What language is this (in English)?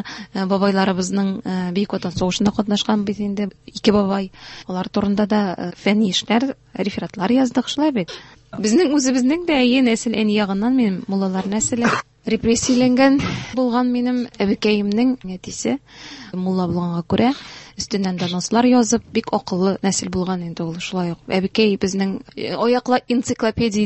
Tatar